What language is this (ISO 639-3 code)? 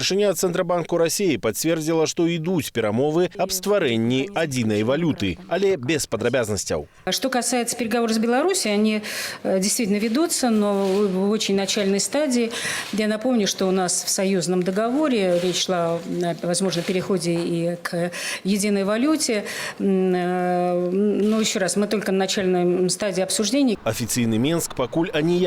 bel